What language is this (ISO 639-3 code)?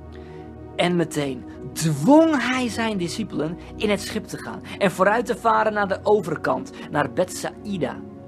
nld